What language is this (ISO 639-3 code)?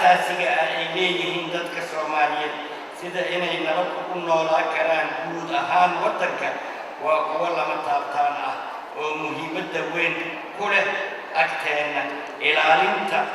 som